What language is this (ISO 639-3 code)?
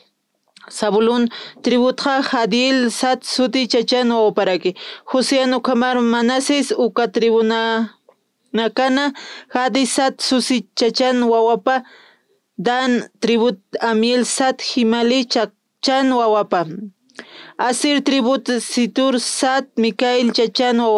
aym